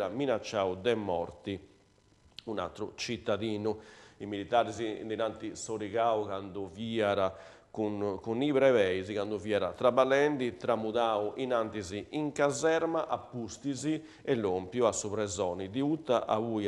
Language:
Sardinian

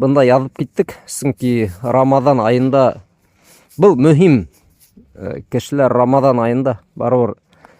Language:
Bashkir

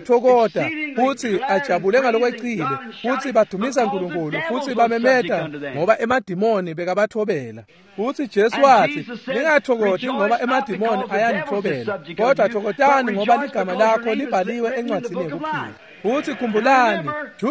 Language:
Swati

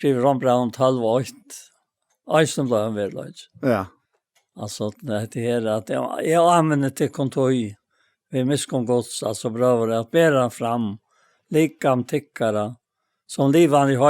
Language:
Faroese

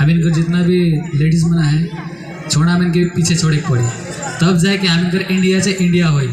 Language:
Sadri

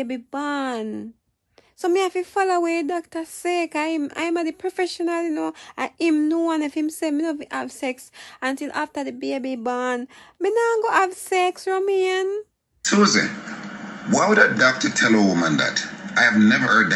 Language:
Jamaican Creole English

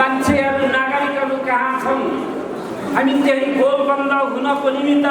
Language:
Nepali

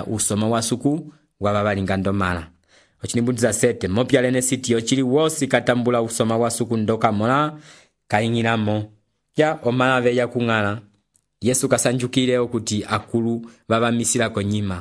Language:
Umbundu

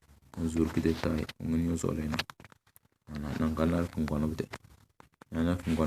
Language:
Tem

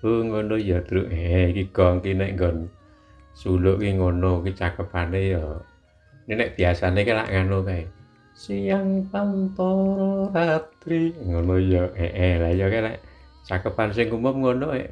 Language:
Javanese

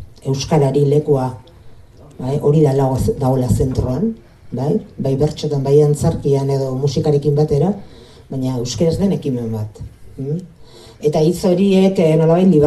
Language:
Basque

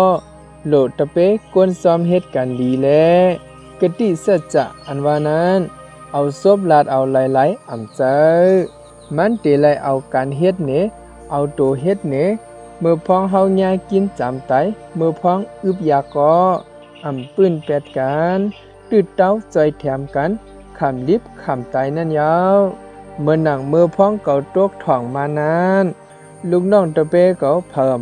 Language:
Shan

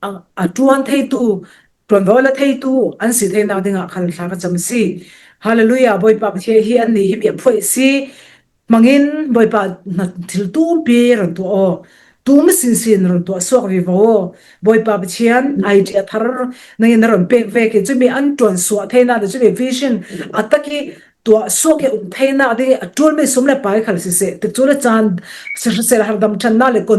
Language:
Falam Chin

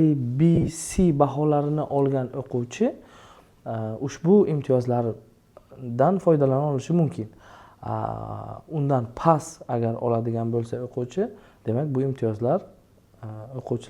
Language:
Uzbek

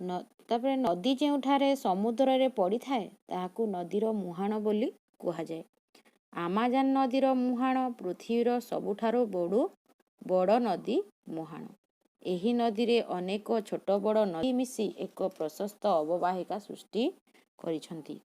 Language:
Odia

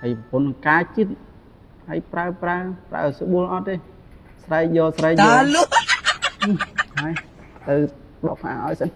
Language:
Khmer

